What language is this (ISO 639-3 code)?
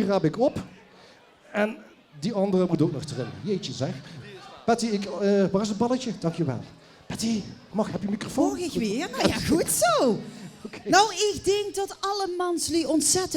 lim